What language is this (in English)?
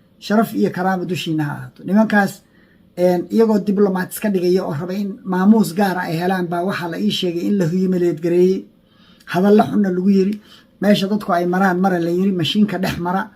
Somali